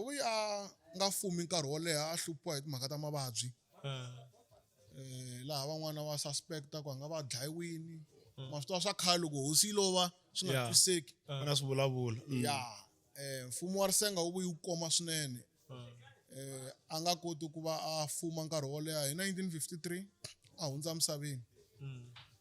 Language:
Tsonga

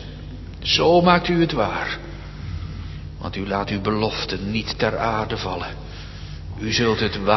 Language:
Dutch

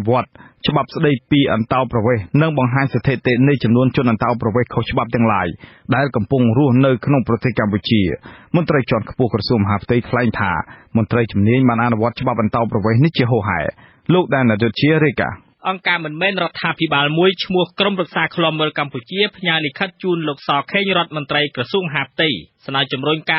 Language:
Khmer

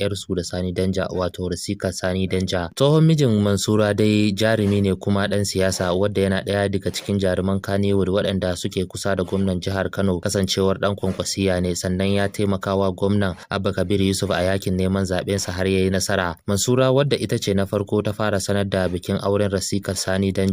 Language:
Hausa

